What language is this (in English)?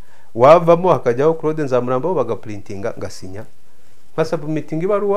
Kinyarwanda